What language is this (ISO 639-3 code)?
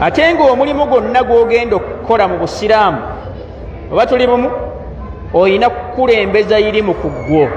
lug